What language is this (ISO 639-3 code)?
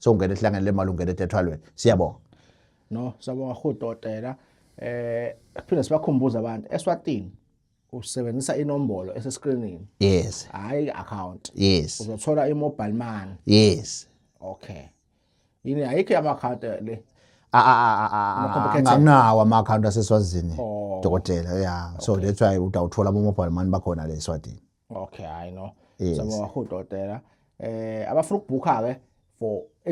zul